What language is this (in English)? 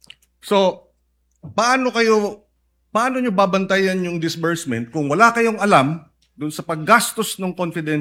Filipino